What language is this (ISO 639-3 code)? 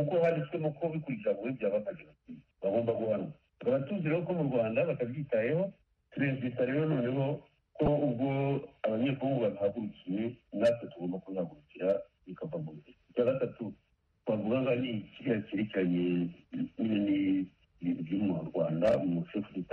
kin